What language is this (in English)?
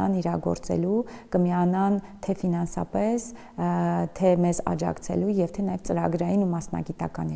Armenian